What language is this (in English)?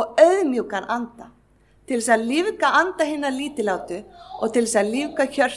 Icelandic